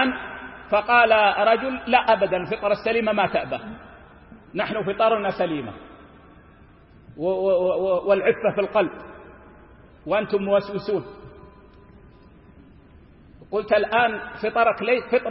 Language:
Arabic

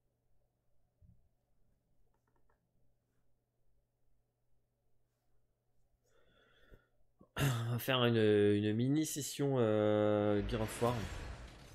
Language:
French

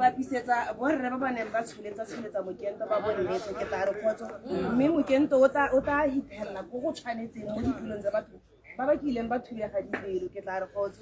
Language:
Tswana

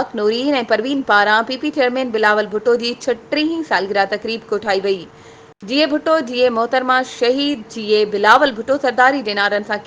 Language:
Sindhi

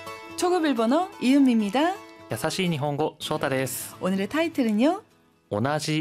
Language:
Korean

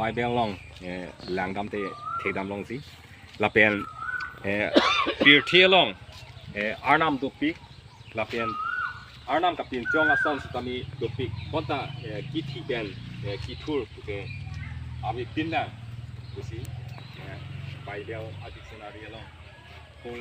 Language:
Karbi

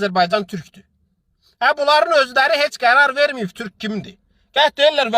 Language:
Azerbaijani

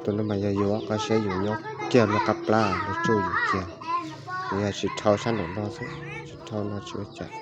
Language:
Hmong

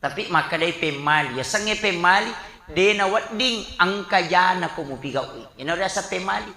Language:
Buginese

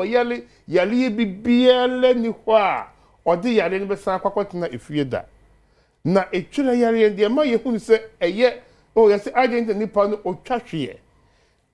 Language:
Akan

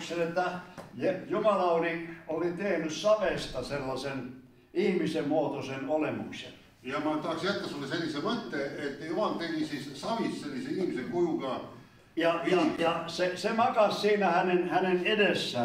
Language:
Finnish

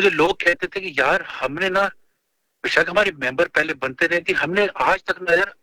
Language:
Urdu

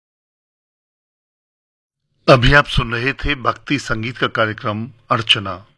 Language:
Hindi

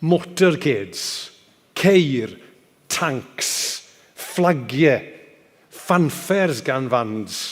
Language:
Welsh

